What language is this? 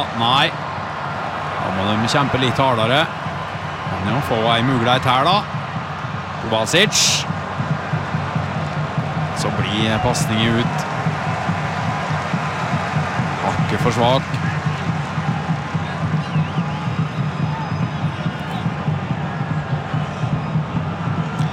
Norwegian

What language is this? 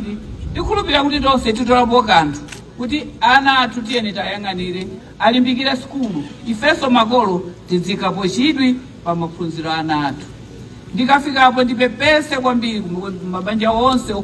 Nyanja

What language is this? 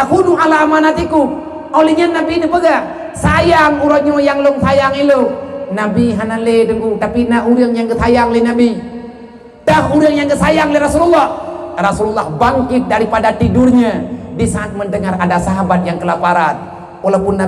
Achinese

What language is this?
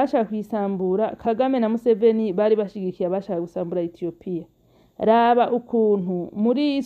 Rundi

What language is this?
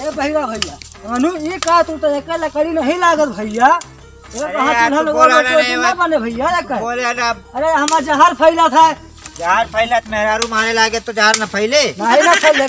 Awadhi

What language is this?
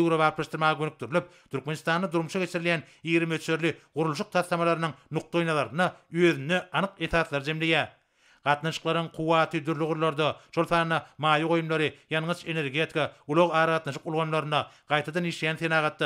Turkmen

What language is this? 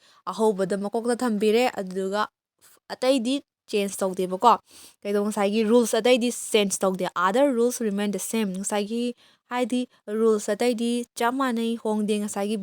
Manipuri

